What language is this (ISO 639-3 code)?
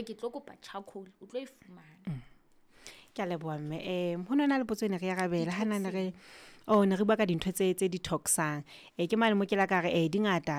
sot